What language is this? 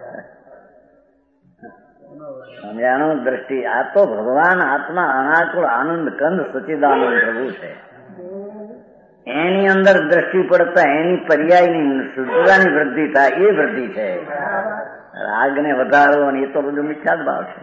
Gujarati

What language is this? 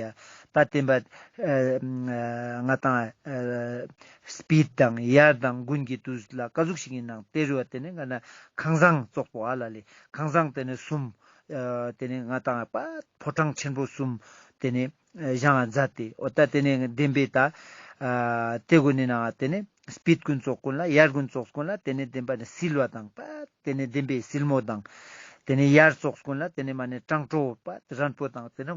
Ladakhi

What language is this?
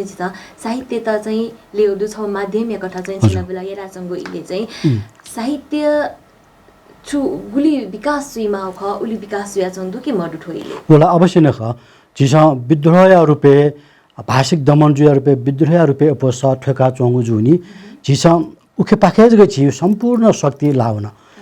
Newari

